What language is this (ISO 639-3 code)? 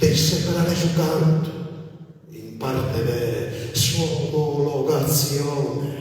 srd